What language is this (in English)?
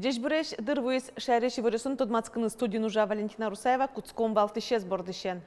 Udmurt